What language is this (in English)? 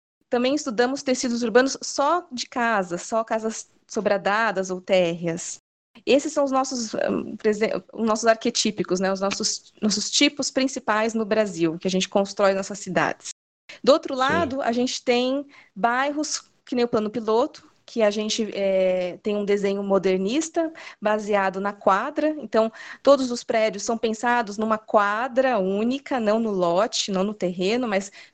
Portuguese